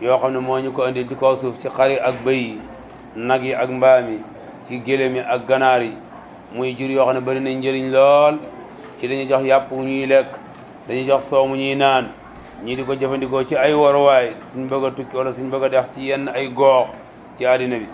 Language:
Wolof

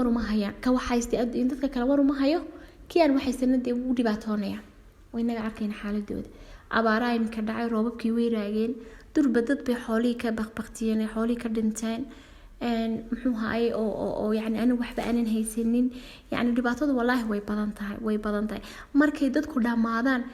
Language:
Somali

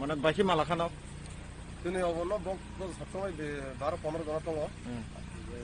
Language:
Kok Borok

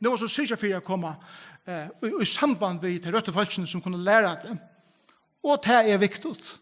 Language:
Faroese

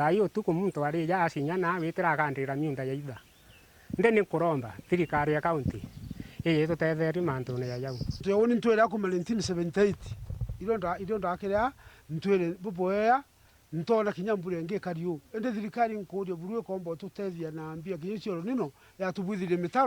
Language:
Meru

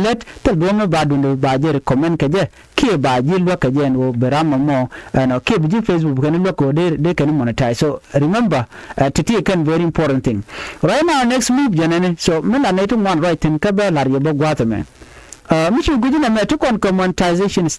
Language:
Nuer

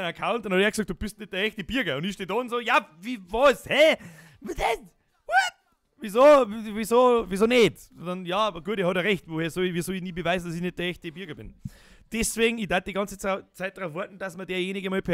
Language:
Bavarian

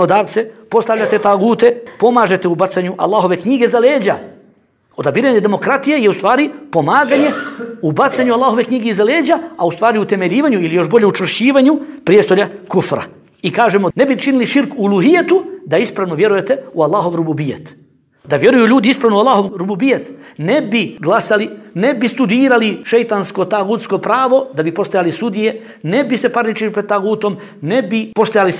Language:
Bosnian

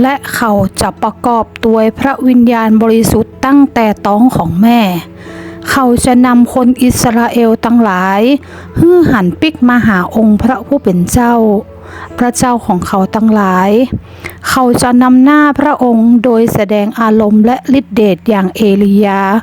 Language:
Northern Thai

